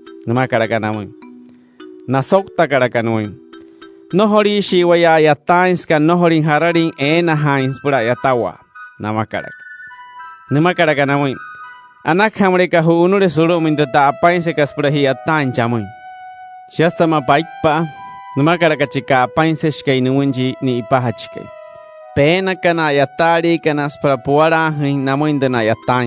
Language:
Wayuu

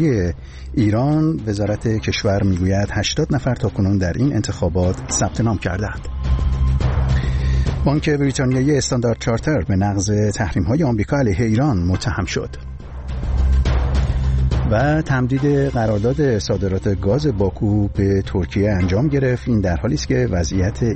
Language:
Persian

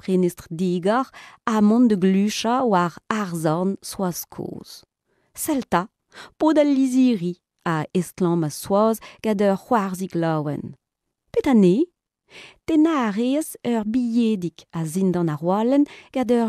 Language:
Breton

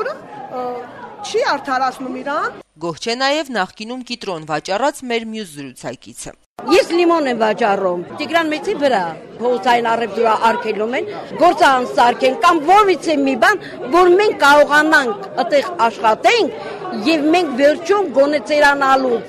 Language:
Armenian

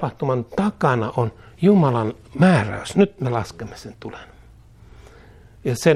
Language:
Finnish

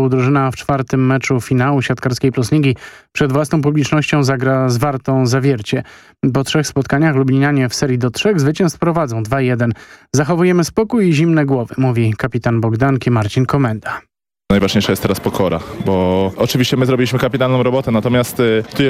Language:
Polish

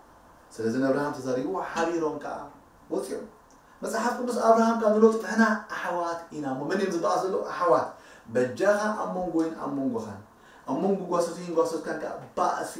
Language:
Tigrinya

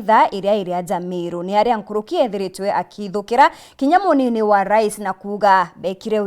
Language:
Meru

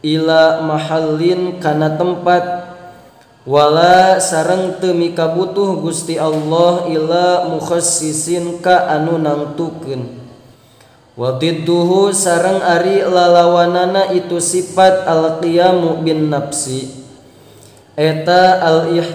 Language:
Sundanese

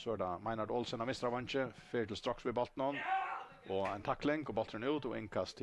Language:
Faroese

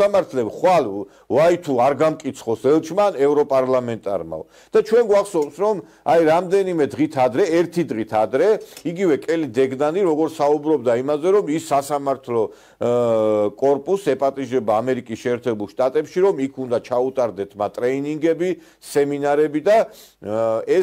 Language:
Georgian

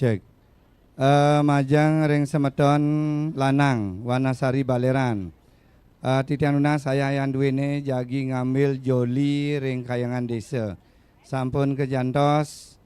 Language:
Balinese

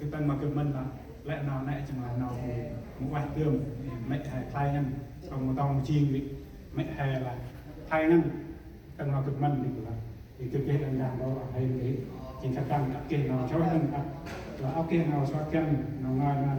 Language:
Central Mnong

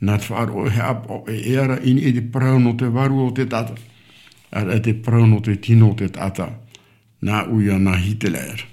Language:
Tahitian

